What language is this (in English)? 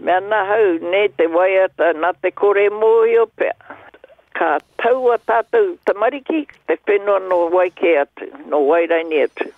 Māori